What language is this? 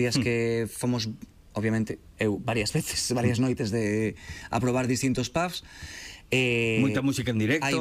Galician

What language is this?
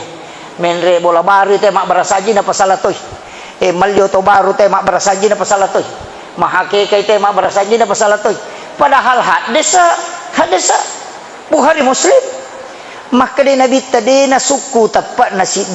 Buginese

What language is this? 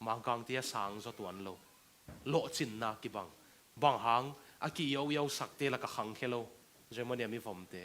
Tedim Chin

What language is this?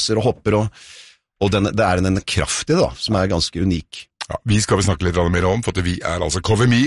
Norwegian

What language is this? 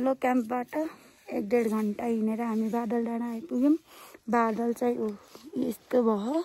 Nepali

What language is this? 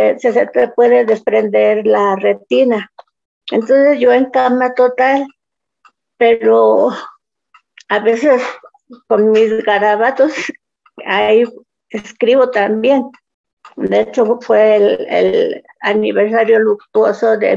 Spanish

